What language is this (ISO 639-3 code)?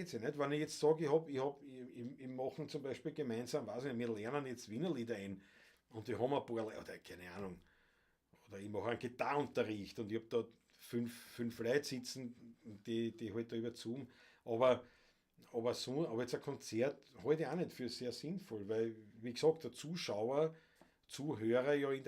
bar